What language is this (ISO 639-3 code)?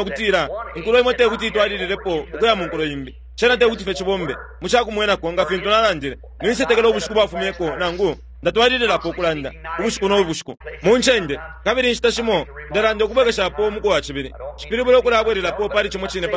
bem